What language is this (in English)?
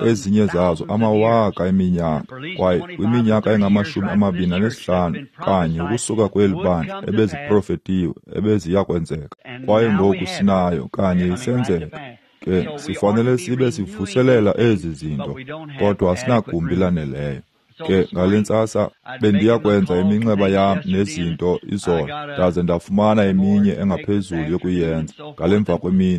Xhosa